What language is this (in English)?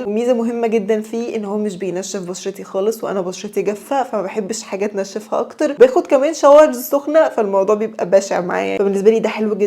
Egyptian Arabic